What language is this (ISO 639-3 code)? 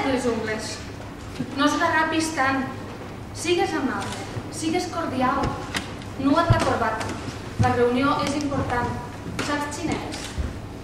cat